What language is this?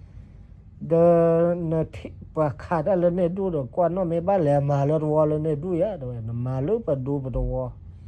S'gaw Karen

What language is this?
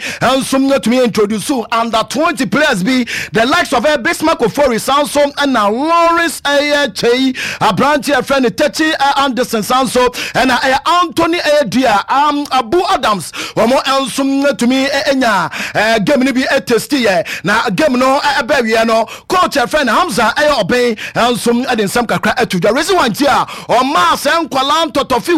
Akan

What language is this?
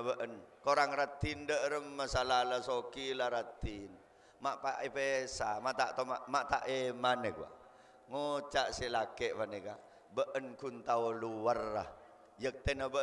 Madurese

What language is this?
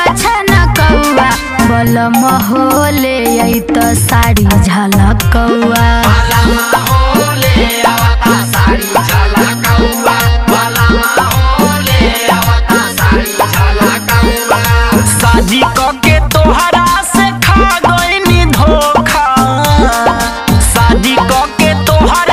Bhojpuri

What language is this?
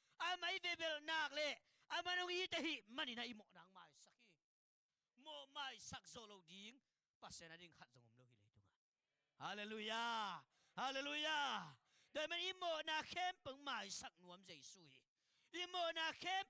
Tedim Chin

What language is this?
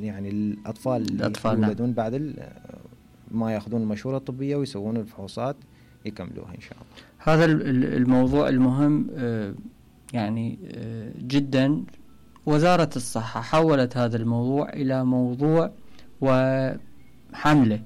Mesopotamian Arabic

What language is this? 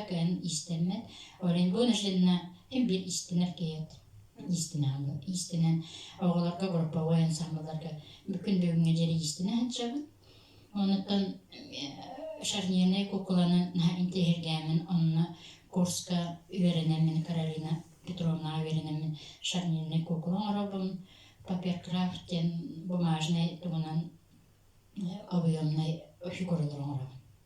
Yakut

